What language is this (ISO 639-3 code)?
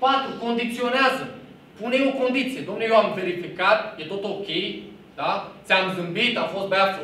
ron